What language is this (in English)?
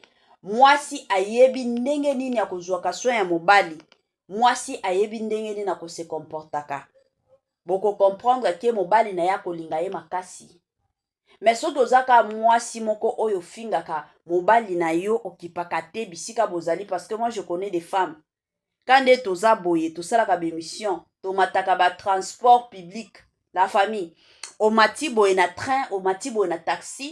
Lingala